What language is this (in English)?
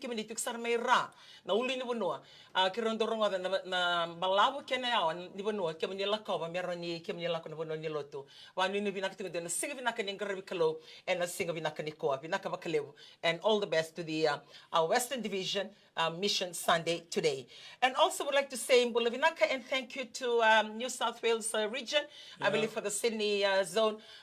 Fijian